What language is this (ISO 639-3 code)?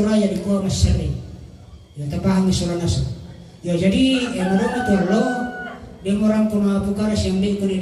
sda